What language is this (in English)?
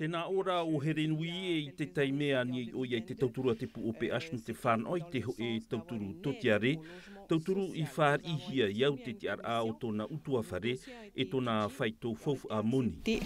Tahitian